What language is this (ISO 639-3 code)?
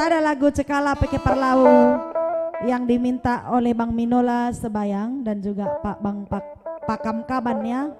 btx